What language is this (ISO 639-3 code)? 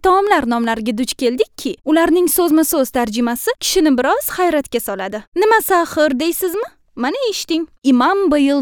uzb